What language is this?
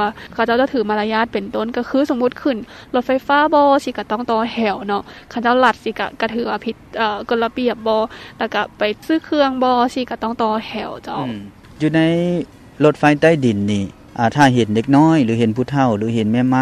Lao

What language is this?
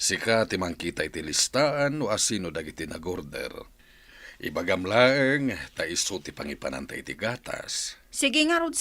Iloko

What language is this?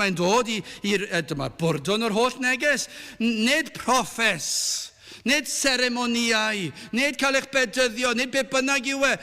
Welsh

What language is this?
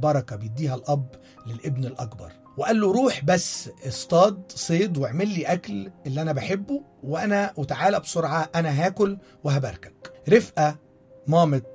Egyptian Arabic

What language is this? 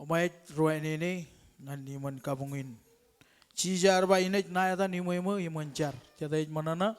Marshallese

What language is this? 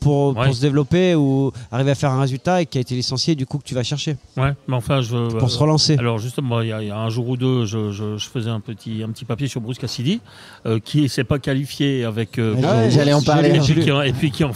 French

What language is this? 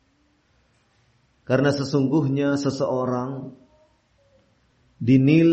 Indonesian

